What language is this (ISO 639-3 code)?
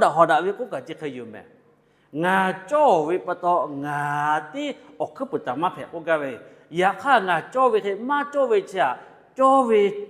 lhu